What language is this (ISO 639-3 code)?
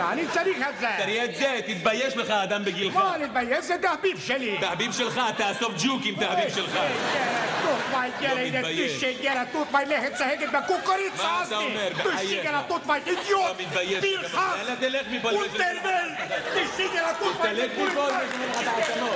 heb